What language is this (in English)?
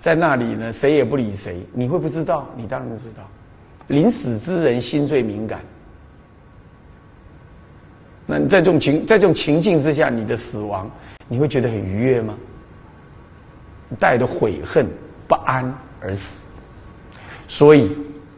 Chinese